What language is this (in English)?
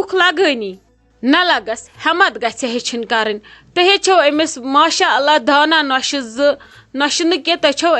Kashmiri